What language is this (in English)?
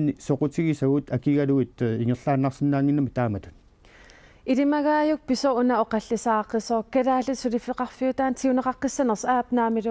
Kalaallisut